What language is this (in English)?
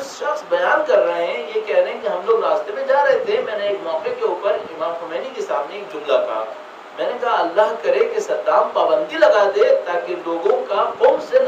Urdu